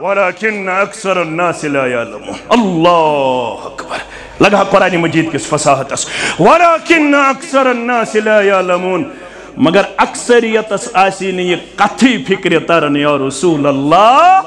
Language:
Kashmiri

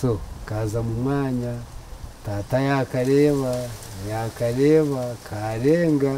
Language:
Nyankole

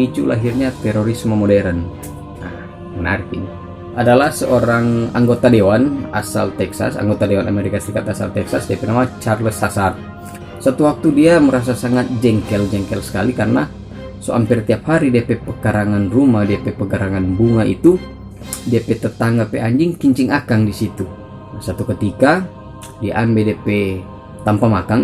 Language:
Manado Malay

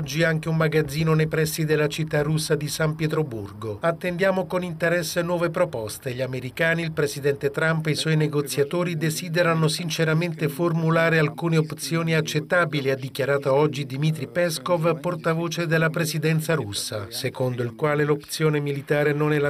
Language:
Italian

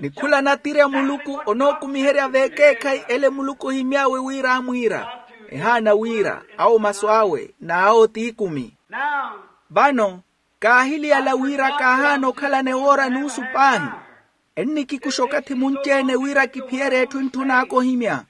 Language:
Makhuwa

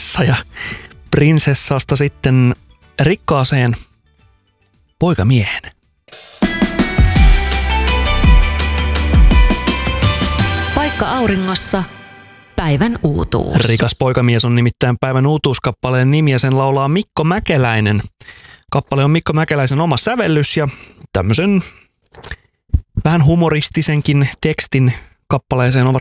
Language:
Finnish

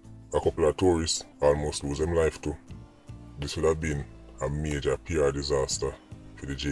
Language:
Jamaican Creole English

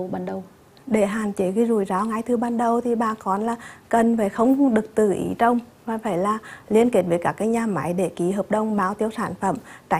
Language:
Vietnamese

